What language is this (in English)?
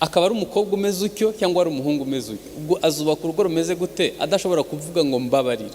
Kinyarwanda